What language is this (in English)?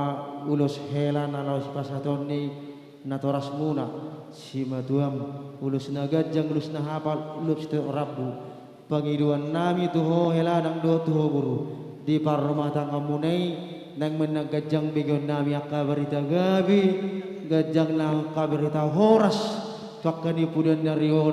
Batak Karo